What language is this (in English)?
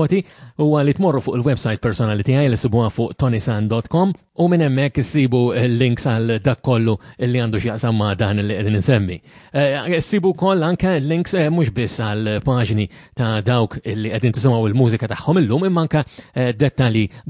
Maltese